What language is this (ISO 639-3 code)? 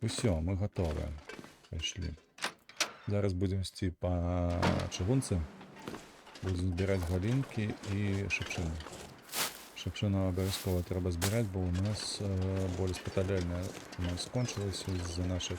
bel